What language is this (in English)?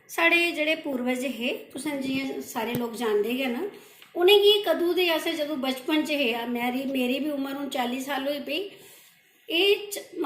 Dogri